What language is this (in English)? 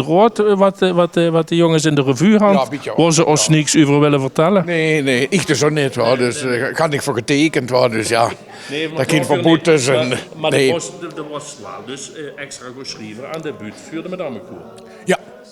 Limburgish